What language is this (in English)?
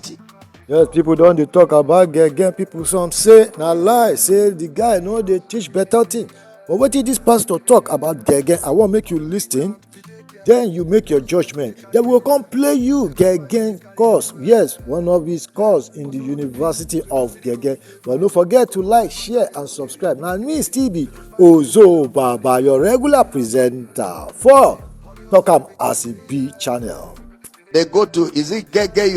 Nigerian Pidgin